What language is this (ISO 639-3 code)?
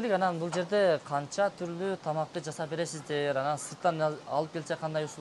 kir